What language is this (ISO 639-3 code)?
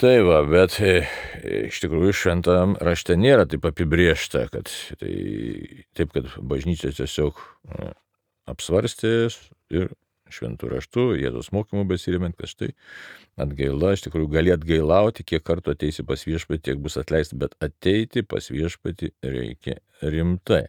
lit